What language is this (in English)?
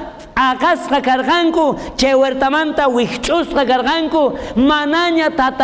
South Bolivian Quechua